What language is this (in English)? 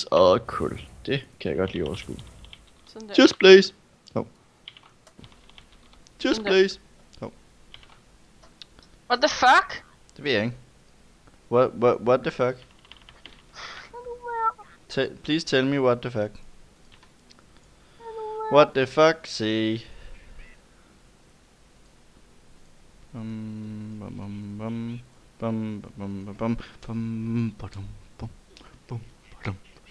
Danish